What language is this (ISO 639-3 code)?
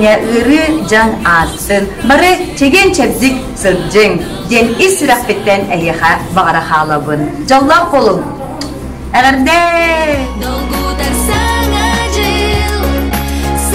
sah